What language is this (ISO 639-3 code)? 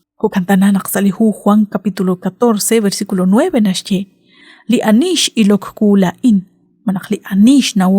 kek